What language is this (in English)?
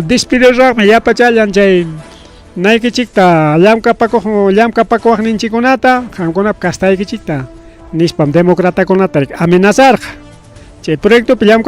Ayacucho Quechua